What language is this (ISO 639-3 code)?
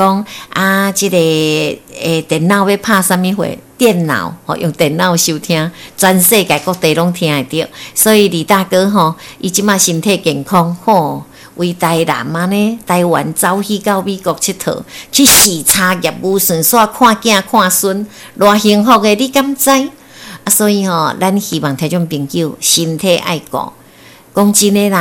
nan